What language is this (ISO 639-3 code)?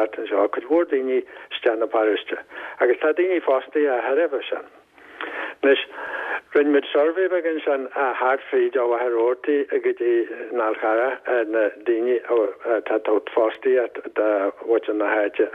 gle